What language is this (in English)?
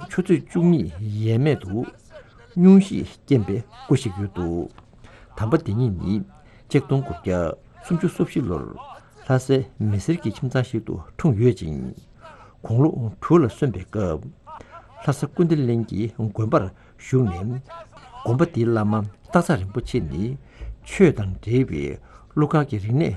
Tibetan